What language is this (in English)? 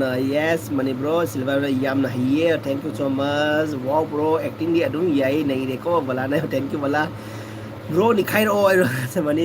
Manipuri